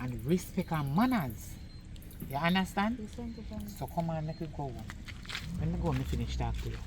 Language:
Jamaican Creole English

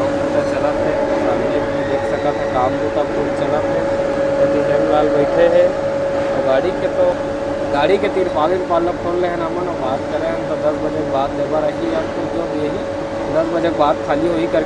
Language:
Chhattisgarhi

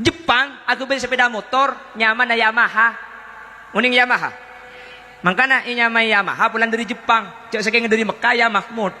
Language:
Madurese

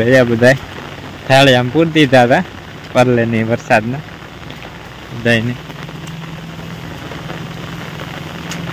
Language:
Gujarati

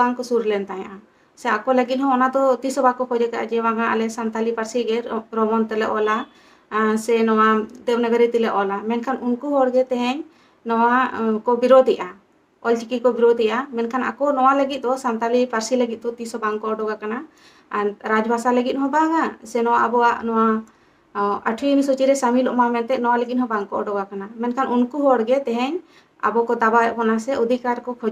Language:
Santali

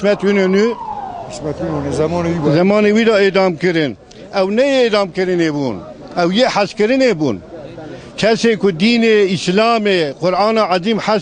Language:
Kurdish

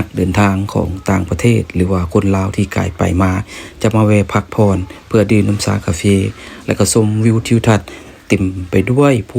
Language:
Lao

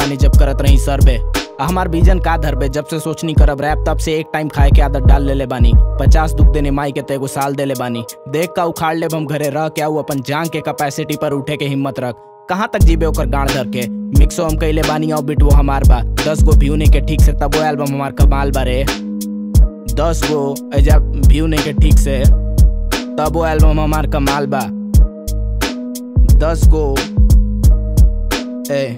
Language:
Bhojpuri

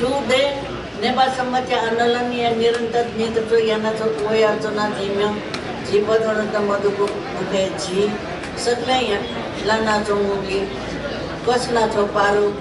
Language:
Newari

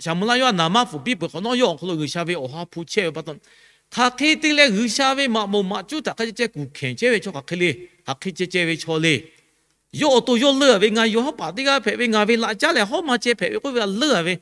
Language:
Lahu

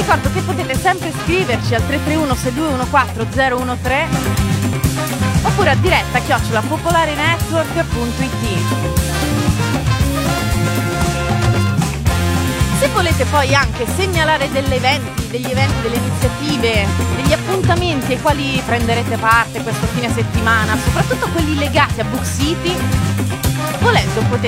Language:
Italian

